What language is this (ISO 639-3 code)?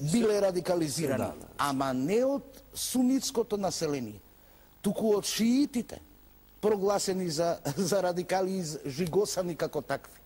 mkd